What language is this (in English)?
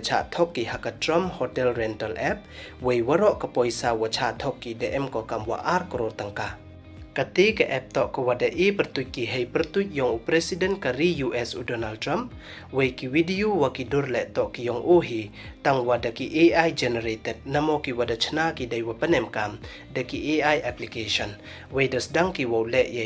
Pnar